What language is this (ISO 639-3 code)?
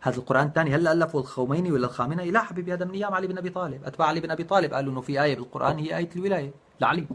apc